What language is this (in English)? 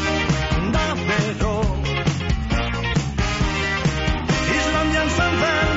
Basque